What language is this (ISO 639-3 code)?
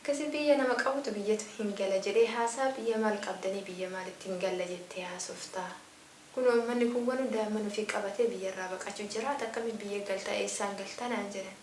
orm